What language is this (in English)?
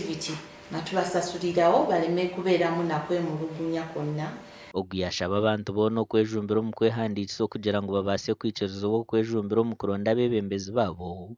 Nyankole